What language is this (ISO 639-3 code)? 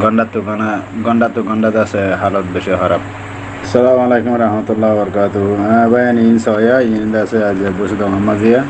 rhg